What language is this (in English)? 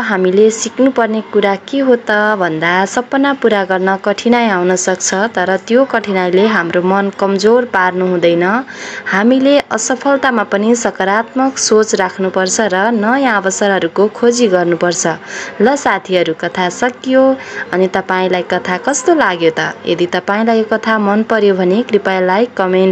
Nepali